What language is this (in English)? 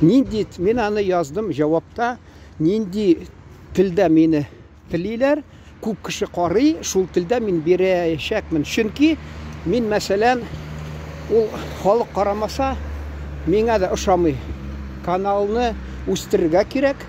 Tatar